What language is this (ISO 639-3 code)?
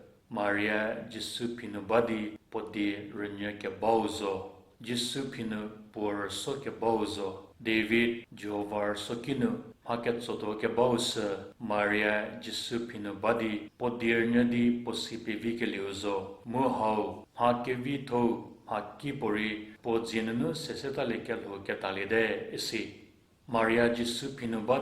njm